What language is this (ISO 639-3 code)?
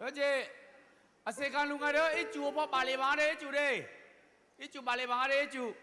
ahk